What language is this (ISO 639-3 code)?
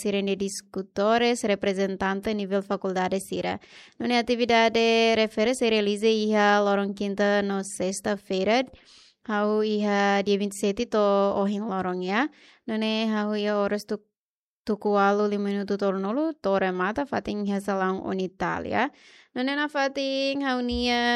tet